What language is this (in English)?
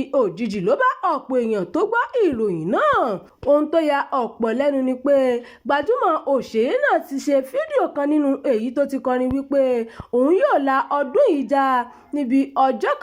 Yoruba